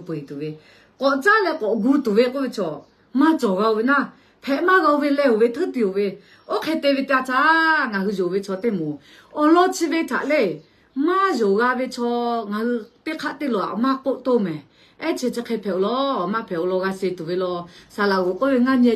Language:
Lahu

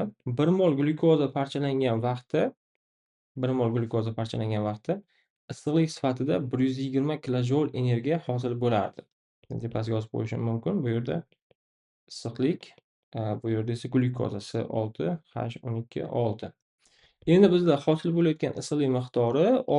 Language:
Uzbek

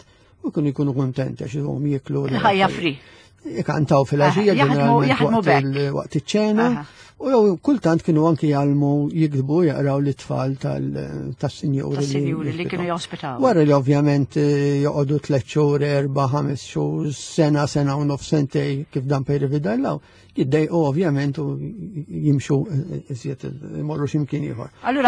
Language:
Maltese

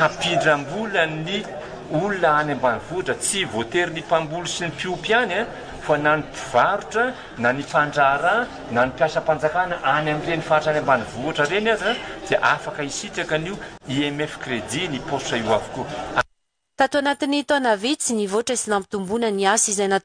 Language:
Malagasy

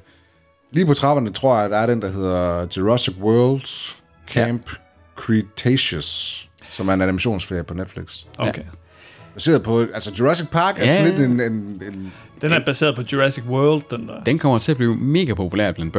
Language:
Danish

